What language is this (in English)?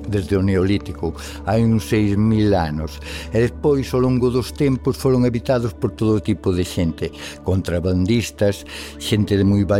Galician